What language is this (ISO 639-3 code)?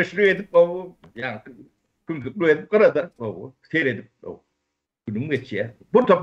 tuk